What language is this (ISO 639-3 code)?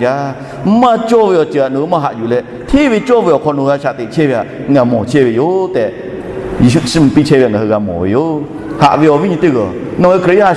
lhu